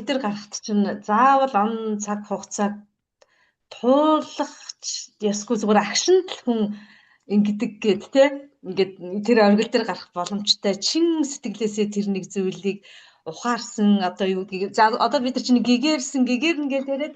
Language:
Mongolian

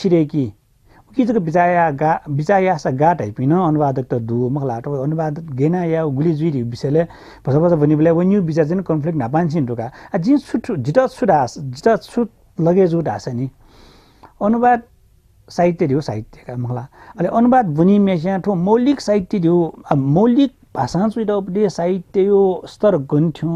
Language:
Newari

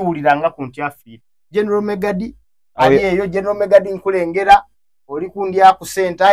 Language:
Soga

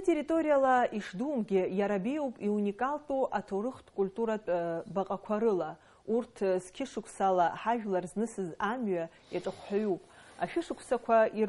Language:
Abkhazian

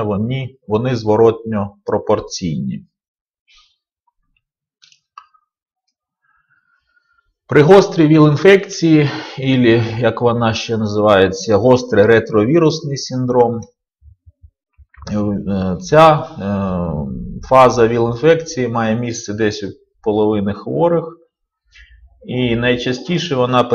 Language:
Ukrainian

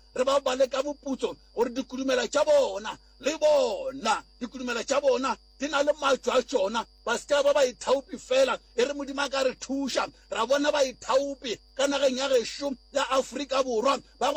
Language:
Northern Sotho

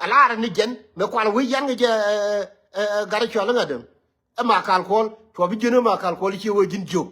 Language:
Nuer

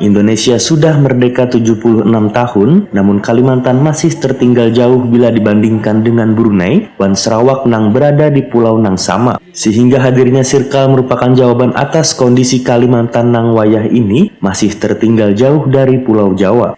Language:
Banjar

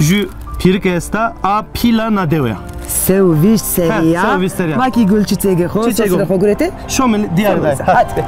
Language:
Zaza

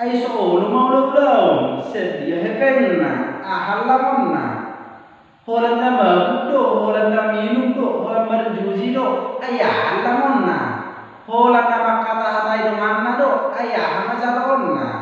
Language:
Batak Toba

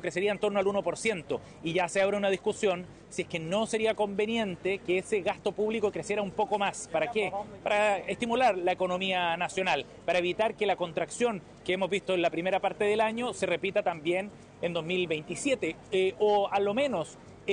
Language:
Spanish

